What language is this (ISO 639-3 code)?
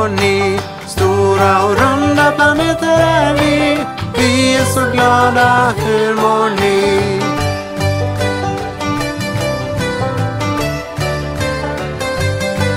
swe